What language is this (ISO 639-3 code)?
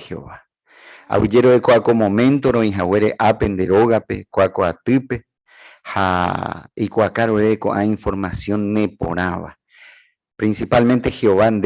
grn